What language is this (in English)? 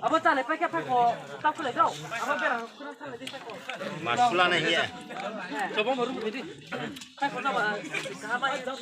Riang (India)